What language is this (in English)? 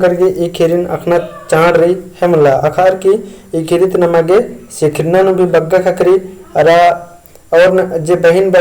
Kurukh